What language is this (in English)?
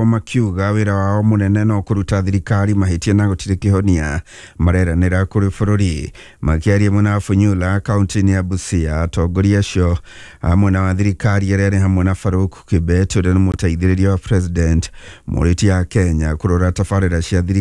Kikuyu